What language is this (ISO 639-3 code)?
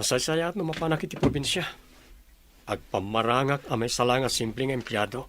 ilo